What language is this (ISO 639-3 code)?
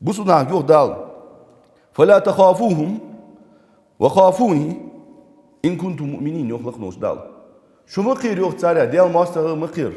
inh